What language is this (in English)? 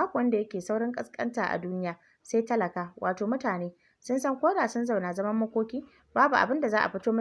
Hausa